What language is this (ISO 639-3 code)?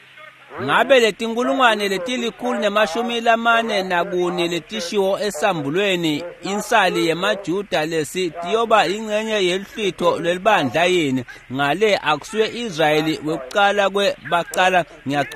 ssw